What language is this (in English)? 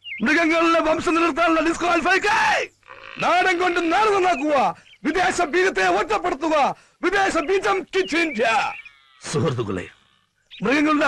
Malayalam